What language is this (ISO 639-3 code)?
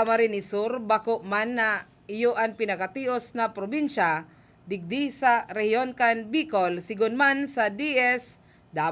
bik